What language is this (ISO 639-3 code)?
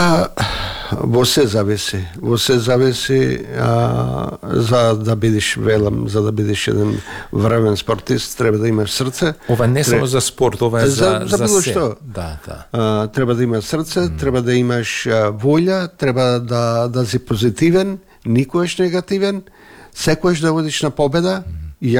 mkd